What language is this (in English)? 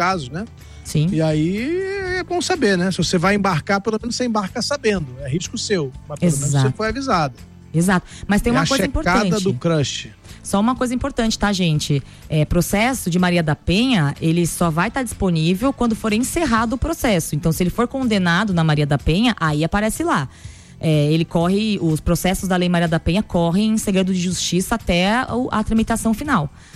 Portuguese